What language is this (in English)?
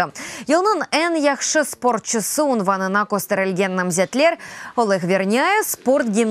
Crimean Tatar